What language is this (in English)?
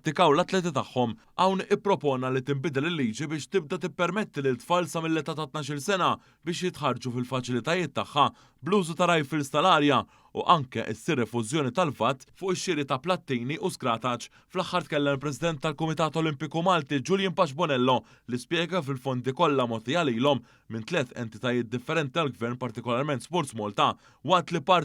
Maltese